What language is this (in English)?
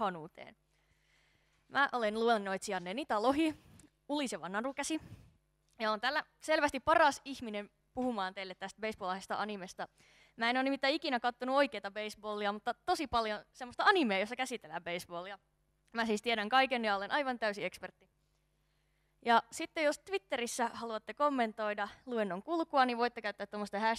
Finnish